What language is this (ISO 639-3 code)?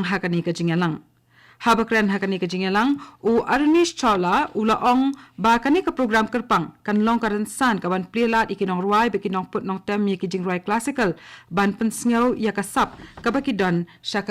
kha